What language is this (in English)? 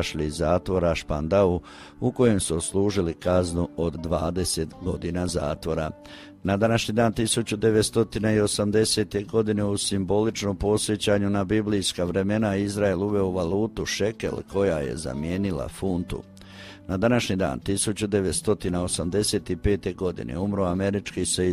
Croatian